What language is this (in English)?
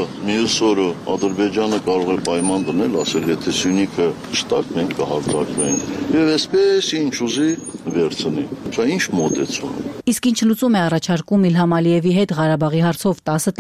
Armenian